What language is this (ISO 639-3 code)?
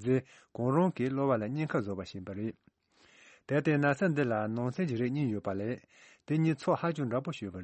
bod